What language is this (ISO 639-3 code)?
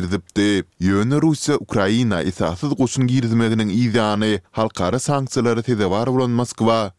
tuk